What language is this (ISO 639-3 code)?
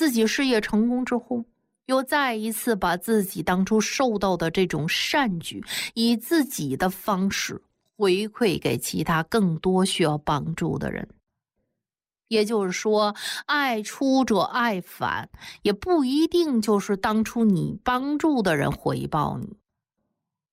zho